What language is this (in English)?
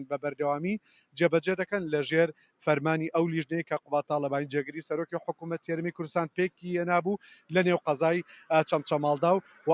Central Kurdish